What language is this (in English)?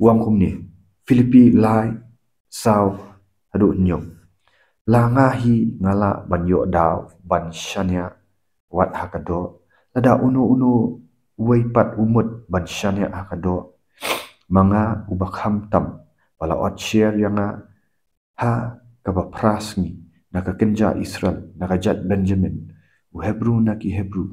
Khasi